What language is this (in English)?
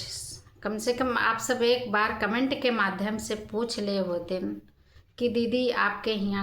Awadhi